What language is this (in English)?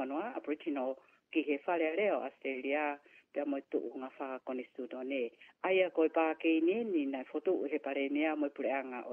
Tongan